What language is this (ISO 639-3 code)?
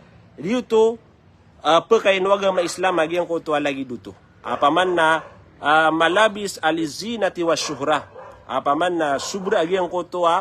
mrw